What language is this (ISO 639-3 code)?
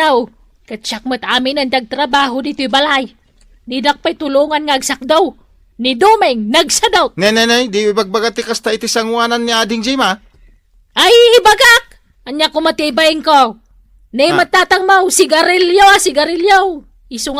ilo